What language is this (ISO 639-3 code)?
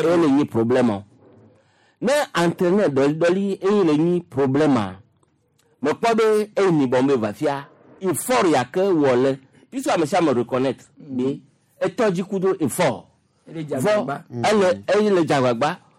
gej